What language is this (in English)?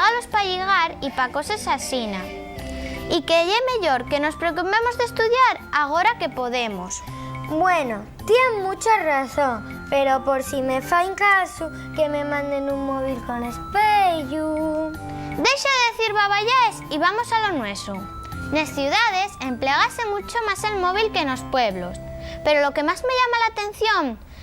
Asturian